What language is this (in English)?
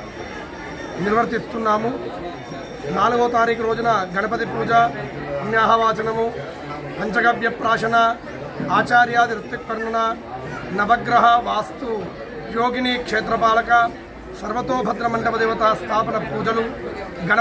Telugu